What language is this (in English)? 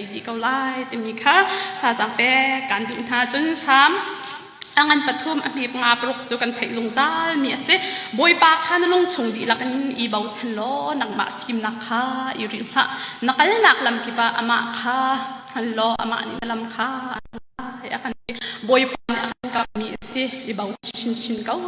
Hakha Chin